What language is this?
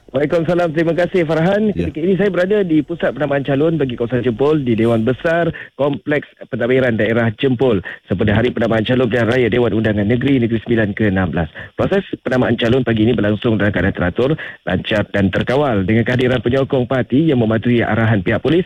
Malay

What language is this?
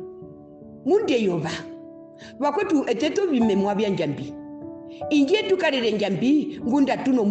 Herero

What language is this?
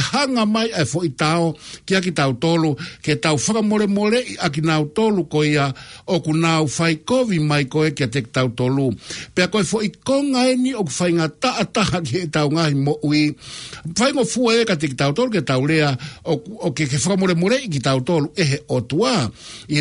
Tongan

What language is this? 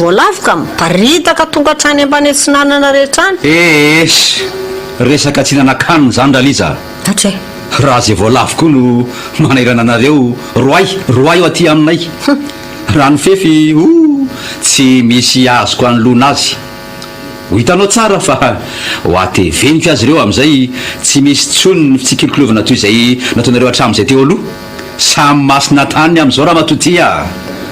Malagasy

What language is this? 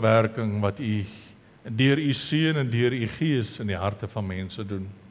Afrikaans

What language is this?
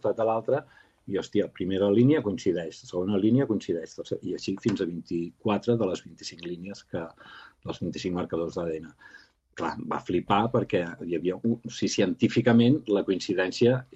Catalan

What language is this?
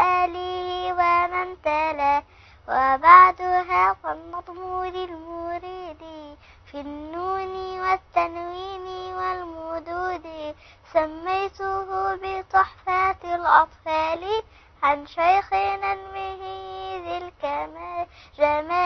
Arabic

